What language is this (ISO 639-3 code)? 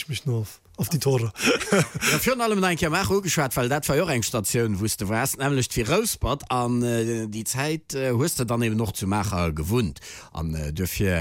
ltz